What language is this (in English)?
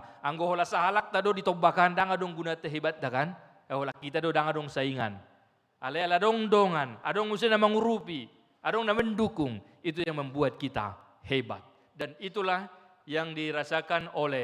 Batak Toba